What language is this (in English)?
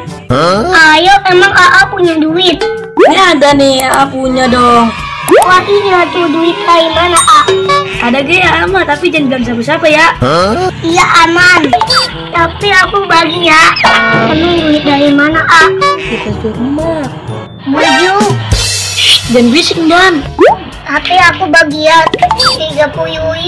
Betawi